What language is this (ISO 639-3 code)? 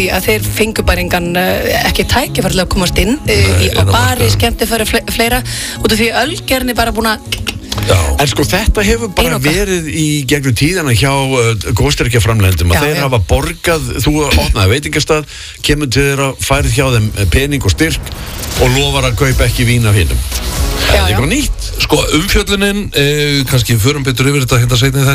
isl